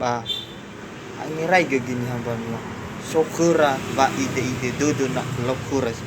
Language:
Nias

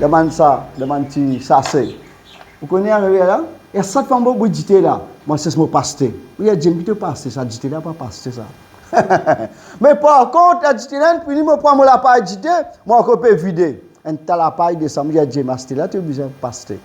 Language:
Morisyen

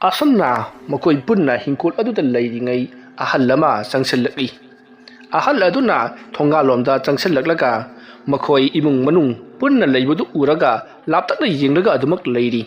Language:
Manipuri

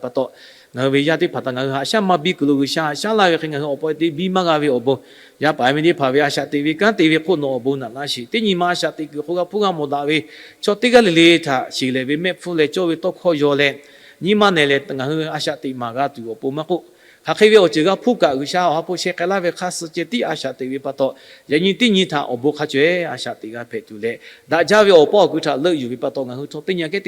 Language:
Lahu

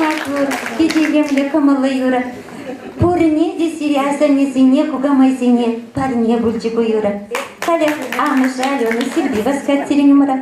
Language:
Chuvash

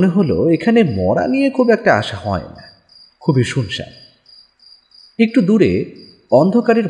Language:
Bangla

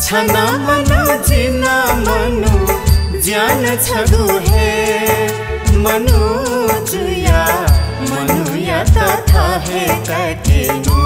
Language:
Newari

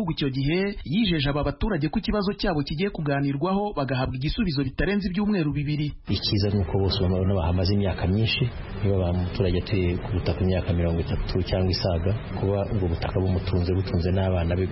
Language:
Kinyarwanda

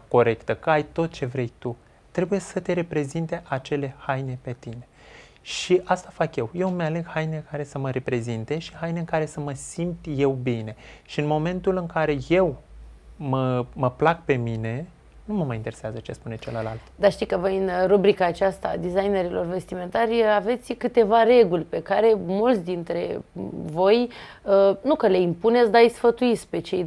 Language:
Romanian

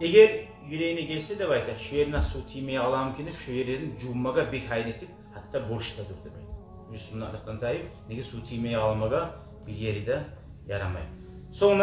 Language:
Kumyk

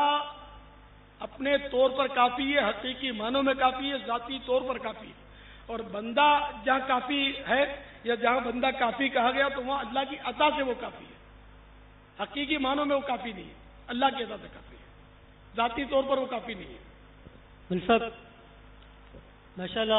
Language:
Urdu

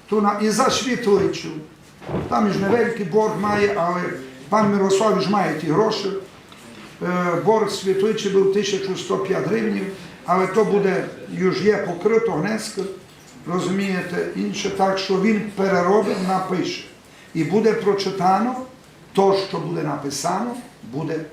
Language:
Rusyn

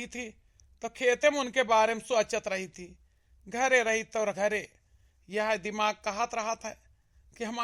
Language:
Awadhi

